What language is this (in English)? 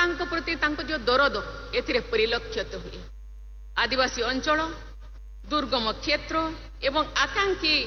Odia